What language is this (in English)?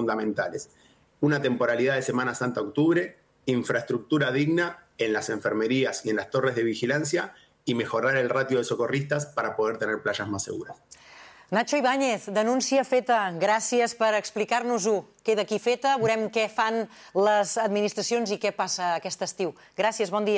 Catalan